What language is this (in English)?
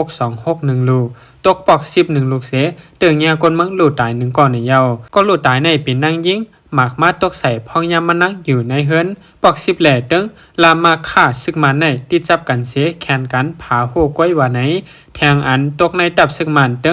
Shan